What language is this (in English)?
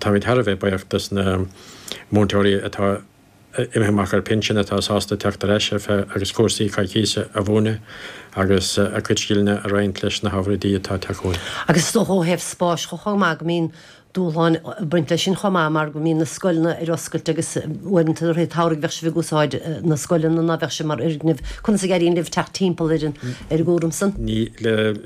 Irish